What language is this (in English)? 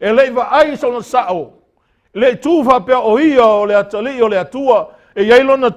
Samoan